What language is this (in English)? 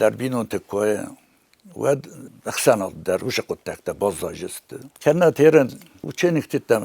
Ossetic